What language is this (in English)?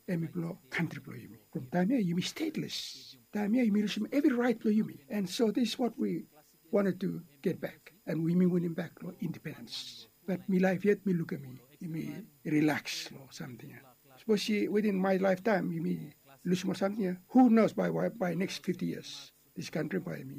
Bislama